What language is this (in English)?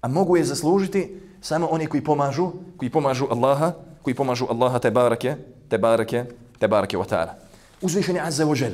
Bosnian